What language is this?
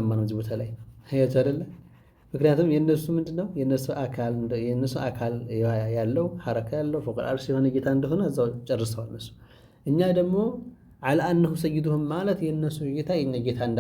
Amharic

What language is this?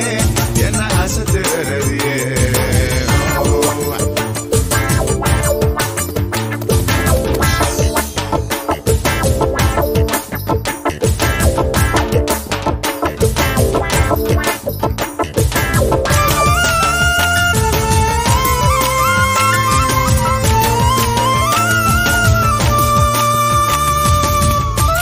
Tamil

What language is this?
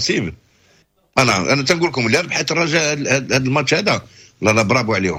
Moroccan Arabic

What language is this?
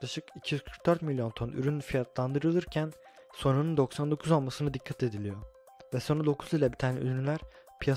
Turkish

